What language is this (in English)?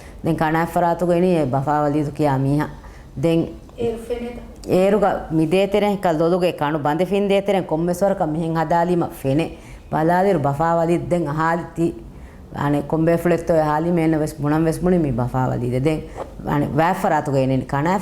Divehi